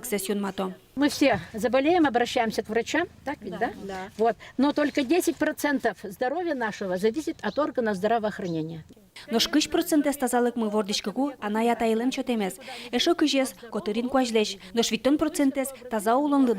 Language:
Udmurt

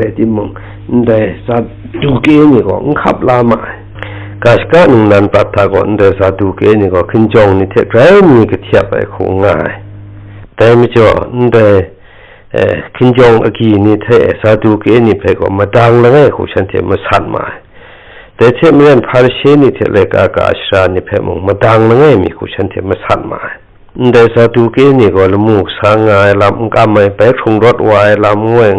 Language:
Kachin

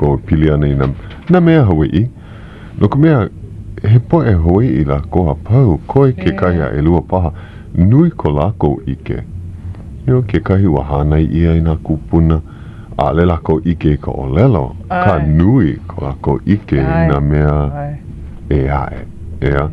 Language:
Hawaiian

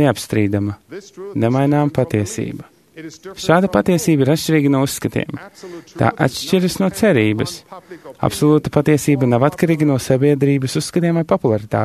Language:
Latvian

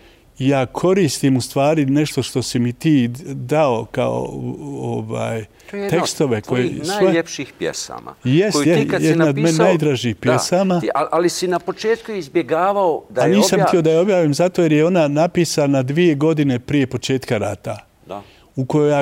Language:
Bosnian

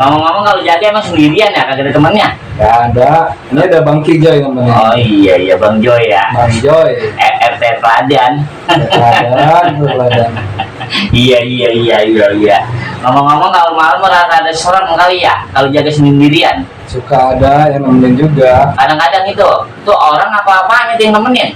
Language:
Betawi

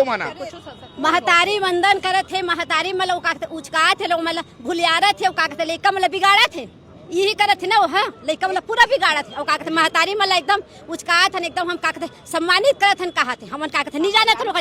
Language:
Chhattisgarhi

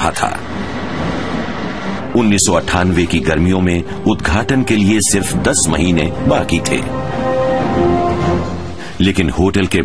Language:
Hindi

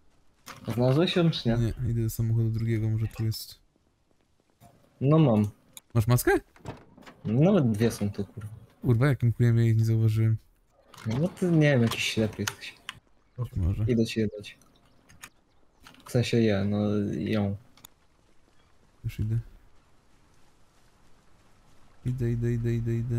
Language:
Polish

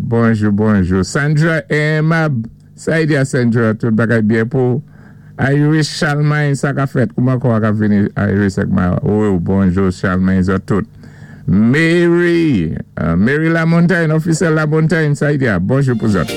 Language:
Saint Lucian Creole French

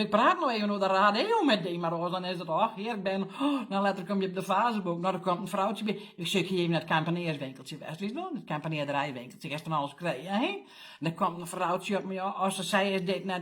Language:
Western Frisian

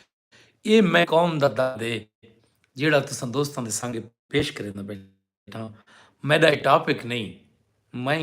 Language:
Saraiki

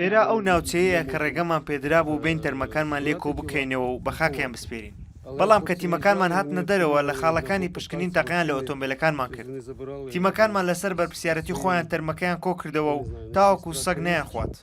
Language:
Central Kurdish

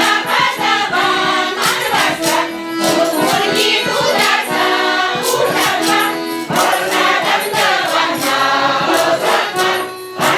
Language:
Chuvash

